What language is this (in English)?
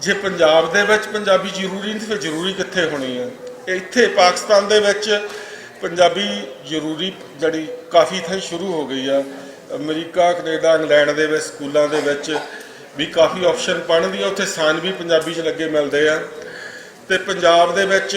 Western Panjabi